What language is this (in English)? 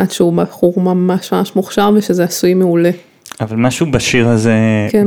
Hebrew